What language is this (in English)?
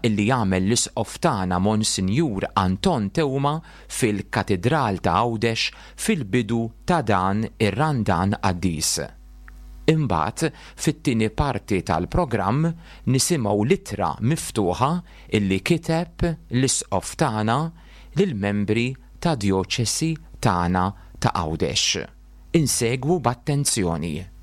Maltese